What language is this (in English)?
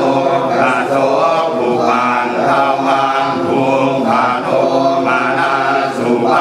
Pali